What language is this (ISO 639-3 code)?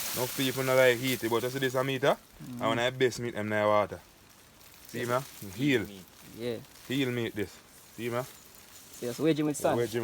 jam